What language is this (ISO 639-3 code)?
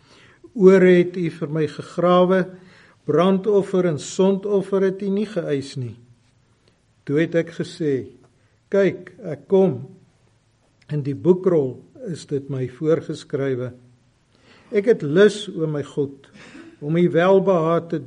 afr